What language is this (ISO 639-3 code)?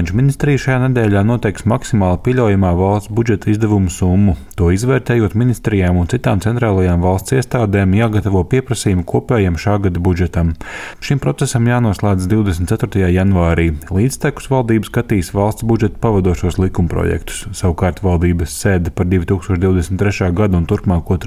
lav